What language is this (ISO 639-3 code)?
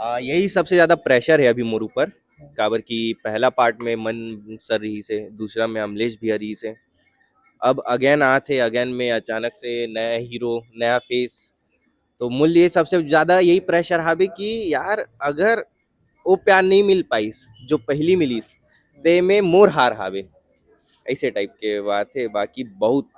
hne